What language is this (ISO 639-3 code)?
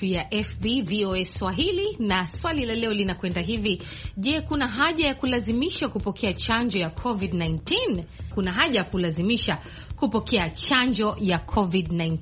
swa